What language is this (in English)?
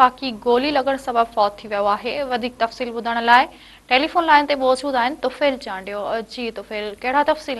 Sindhi